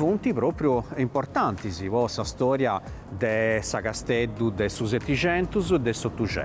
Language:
Sardinian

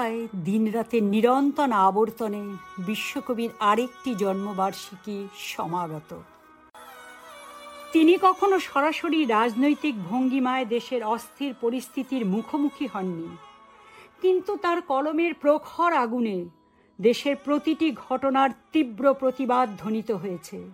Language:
Bangla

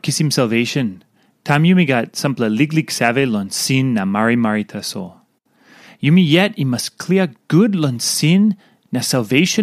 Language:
Tok Pisin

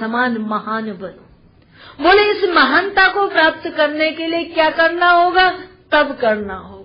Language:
Hindi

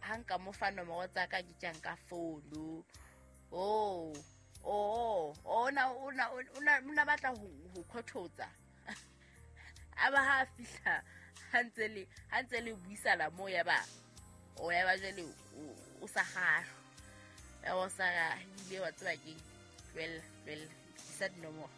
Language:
Southern Sotho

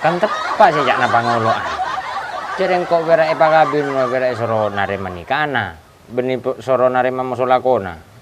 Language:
Madurese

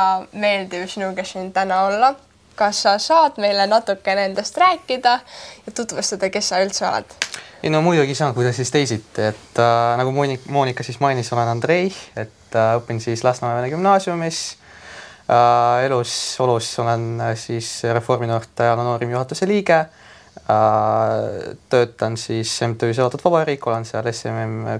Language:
Estonian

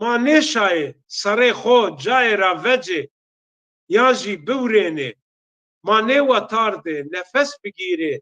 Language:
Zaza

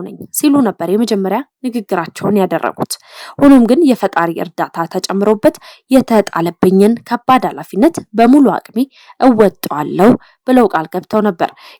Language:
Amharic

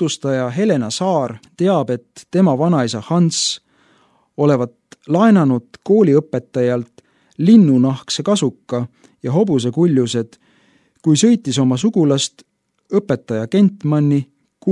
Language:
Estonian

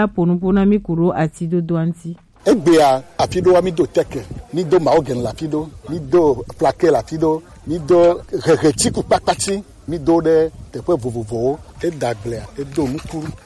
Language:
Gen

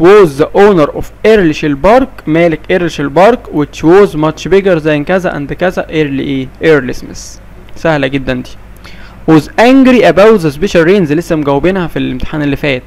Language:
Egyptian Arabic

